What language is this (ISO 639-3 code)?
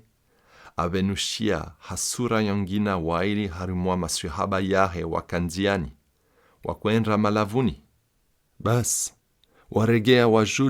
swb